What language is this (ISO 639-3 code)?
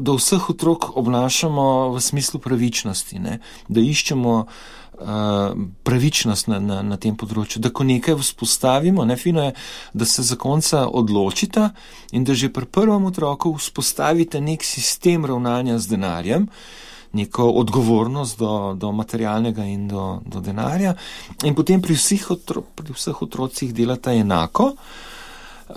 slv